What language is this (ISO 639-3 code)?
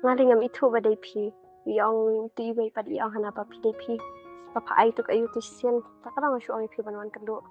kha